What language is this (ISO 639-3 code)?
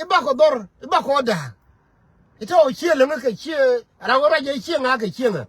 nus